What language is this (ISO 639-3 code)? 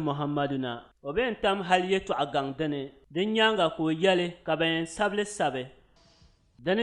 dag